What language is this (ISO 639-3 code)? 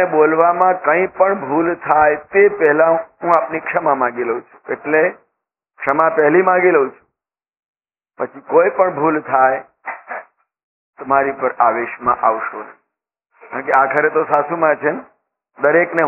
guj